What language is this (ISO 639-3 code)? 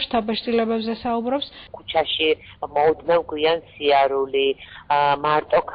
kat